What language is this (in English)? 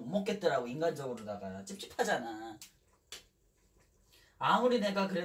Korean